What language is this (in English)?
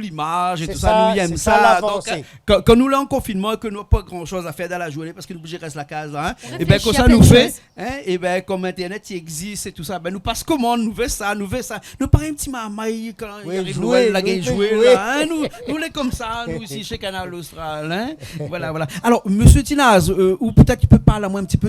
Réunion Creole French